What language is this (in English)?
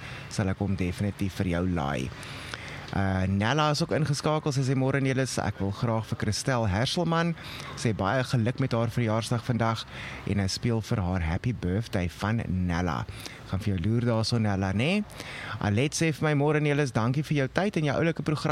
Afrikaans